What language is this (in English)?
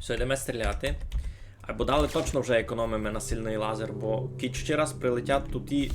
Rusyn